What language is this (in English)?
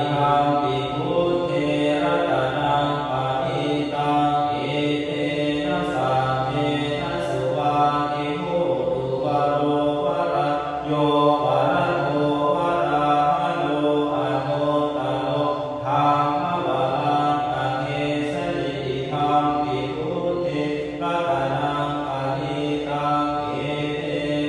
Pali